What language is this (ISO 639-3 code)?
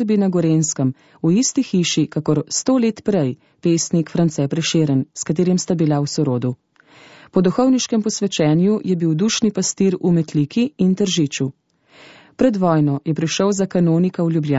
slv